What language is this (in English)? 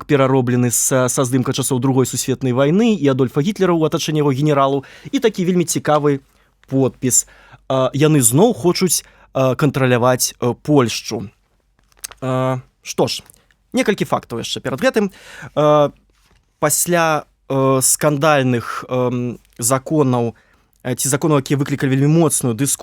Belarusian